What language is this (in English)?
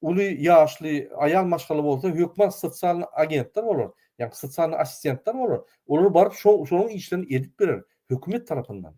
Turkmen